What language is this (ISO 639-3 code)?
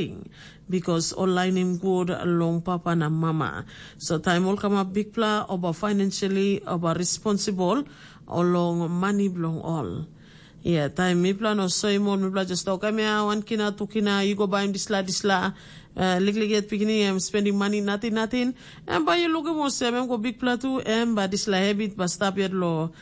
tpi